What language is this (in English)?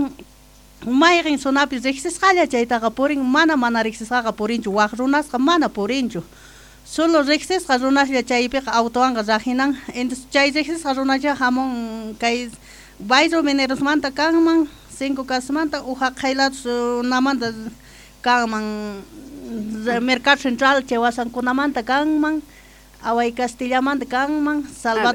South Bolivian Quechua